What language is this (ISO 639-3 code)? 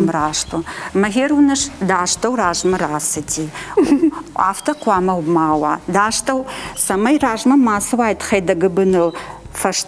oss